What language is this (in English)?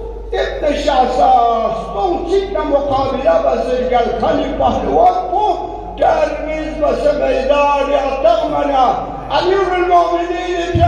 Urdu